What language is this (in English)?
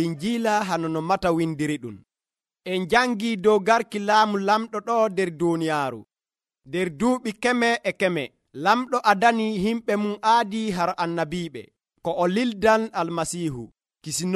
Nigerian Fulfulde